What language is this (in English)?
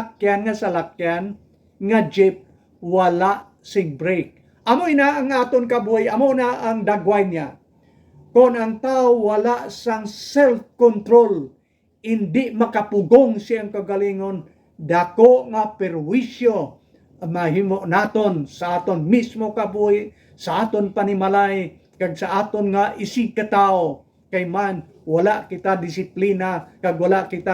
Hiligaynon